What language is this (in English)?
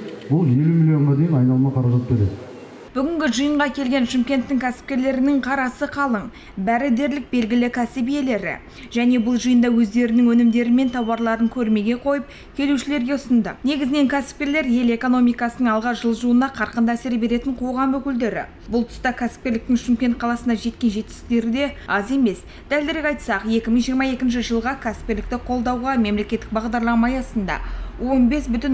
Kazakh